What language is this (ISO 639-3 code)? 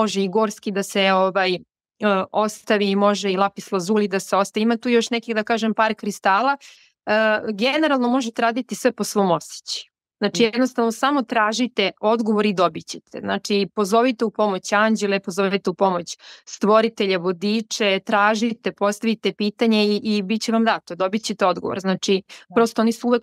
srp